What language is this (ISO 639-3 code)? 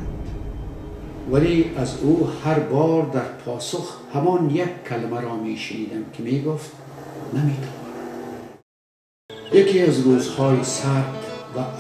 fas